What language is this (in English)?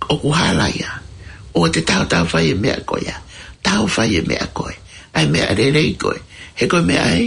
Tongan